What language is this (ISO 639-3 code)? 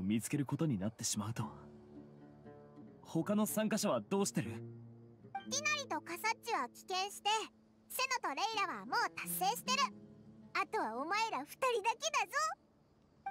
jpn